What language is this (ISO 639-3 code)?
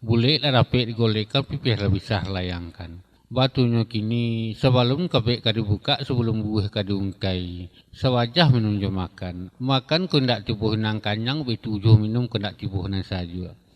min